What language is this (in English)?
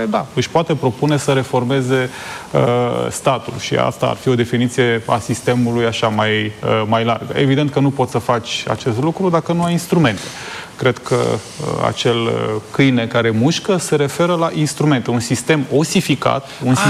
Romanian